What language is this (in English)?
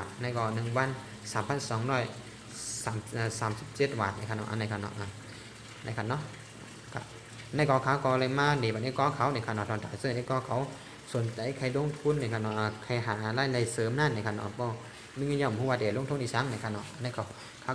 Shan